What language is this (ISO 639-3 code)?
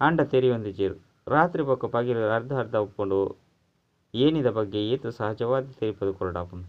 tcy